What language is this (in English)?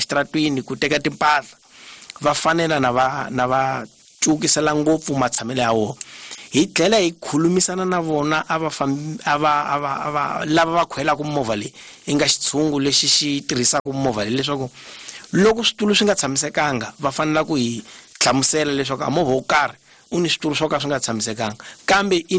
Tsonga